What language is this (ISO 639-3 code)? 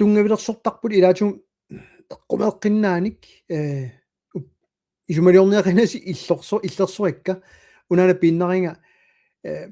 kal